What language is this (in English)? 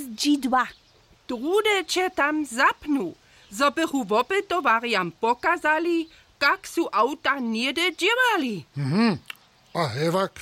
Upper Sorbian